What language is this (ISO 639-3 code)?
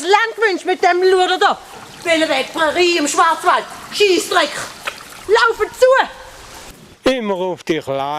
gsw